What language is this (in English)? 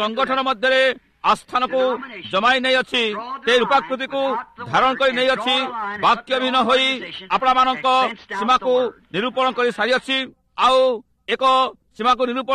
Odia